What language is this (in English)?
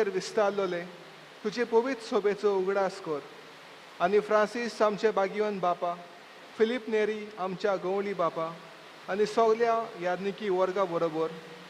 Konkani